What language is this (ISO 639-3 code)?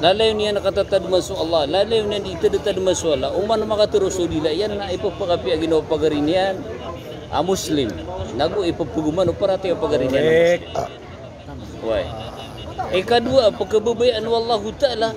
mrw